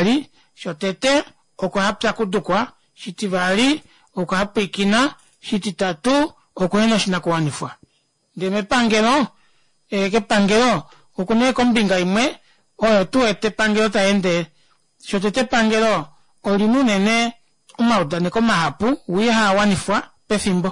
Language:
Kuanyama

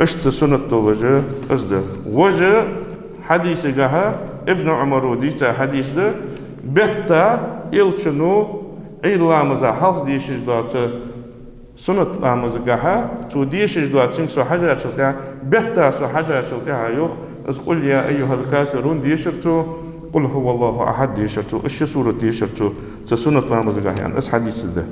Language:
Ingush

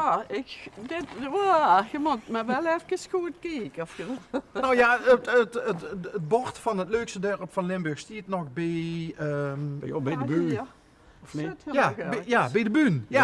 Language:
Limburgish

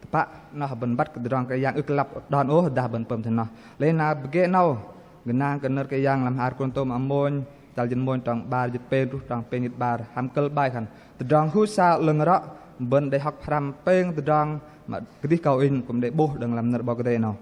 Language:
Bahnar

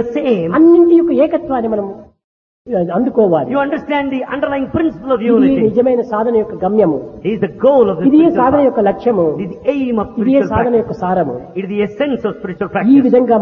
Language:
Telugu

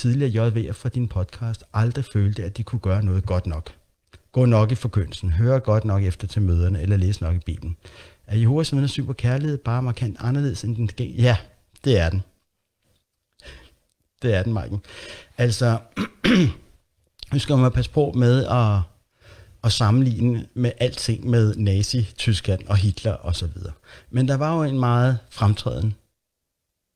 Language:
Danish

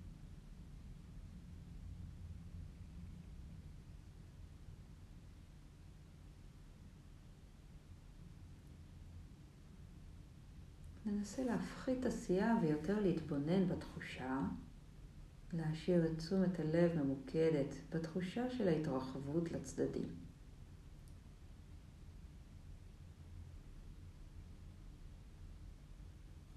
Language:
Hebrew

